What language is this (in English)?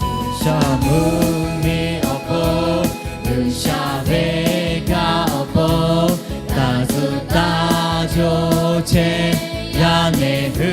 Lahu